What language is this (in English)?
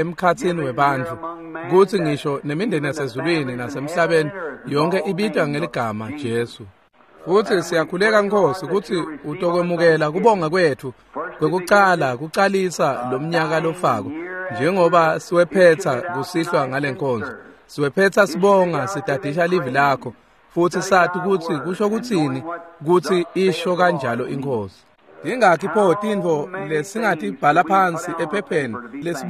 Swati